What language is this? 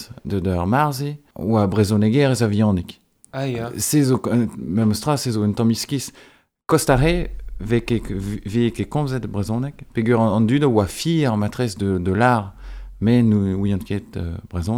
Breton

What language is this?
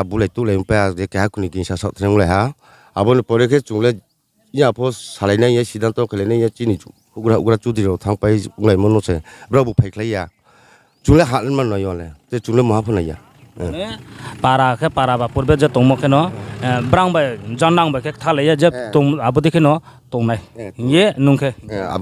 Riang (India)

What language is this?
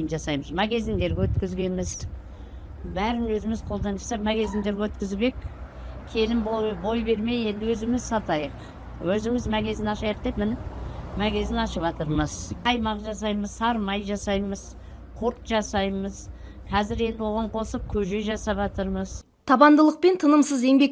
Kazakh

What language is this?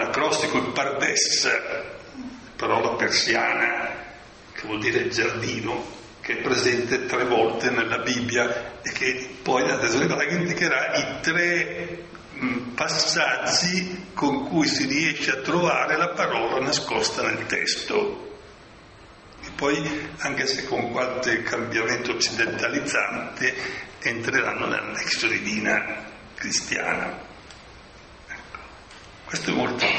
Italian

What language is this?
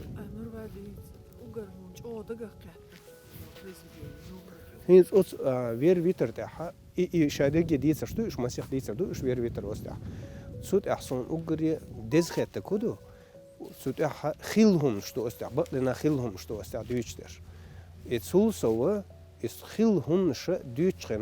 Chechen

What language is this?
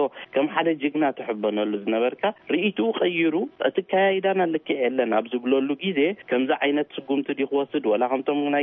Tigrinya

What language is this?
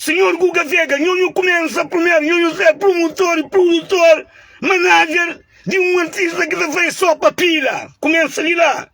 Kabuverdianu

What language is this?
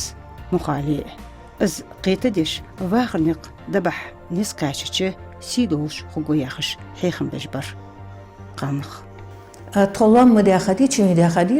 Ingush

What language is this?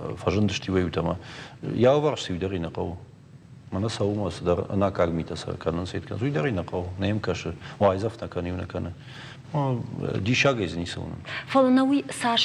Ossetic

